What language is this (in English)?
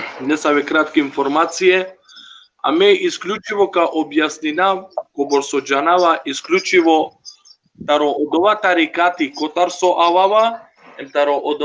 Balkan Romani